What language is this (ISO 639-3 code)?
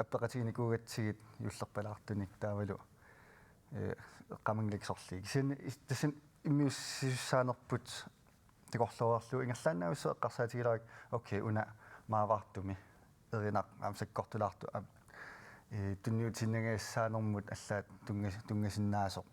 kal